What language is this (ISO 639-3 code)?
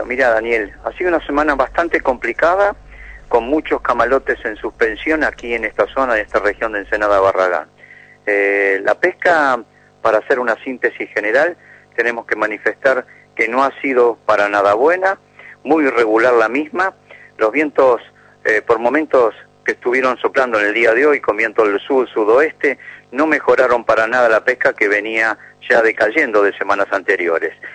spa